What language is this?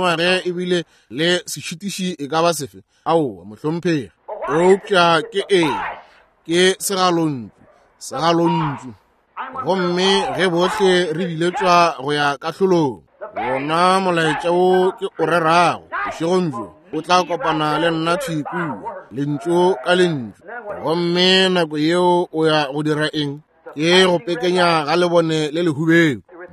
Northern Sotho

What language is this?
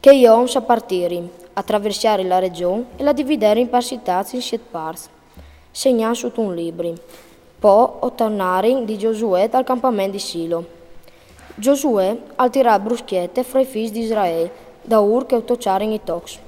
Friulian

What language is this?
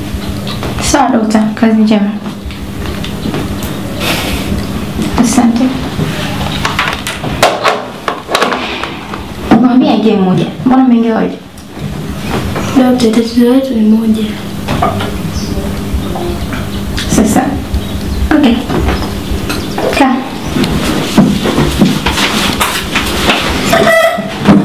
Swahili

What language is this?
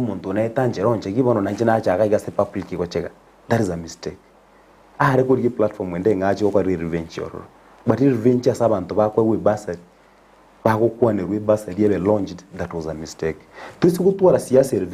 Gusii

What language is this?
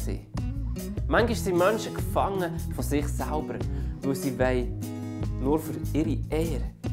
Swiss German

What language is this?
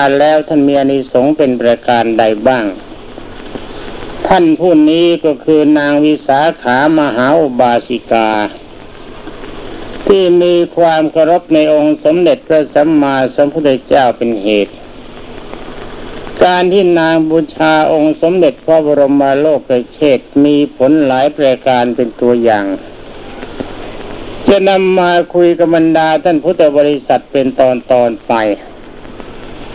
Thai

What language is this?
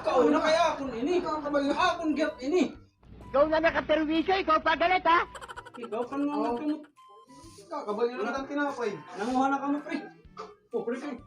Waray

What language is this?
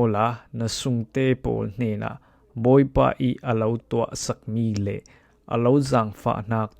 Falam Chin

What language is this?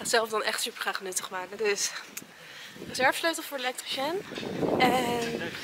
Dutch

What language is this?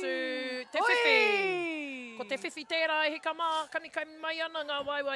Māori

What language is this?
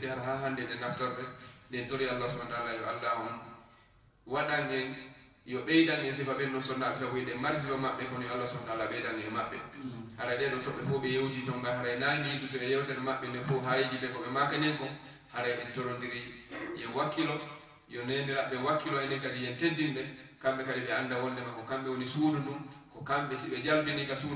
Fula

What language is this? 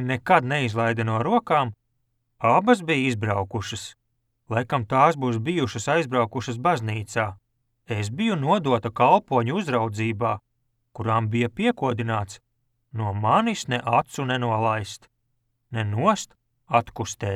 Latvian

